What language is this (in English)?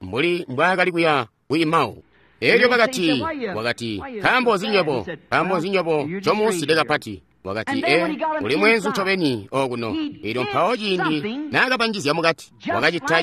Tonga (Zambia)